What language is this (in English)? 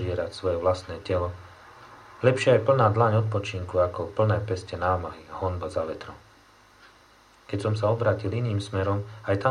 Slovak